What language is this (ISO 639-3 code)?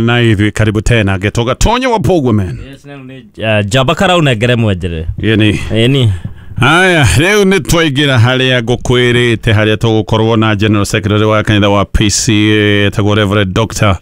kik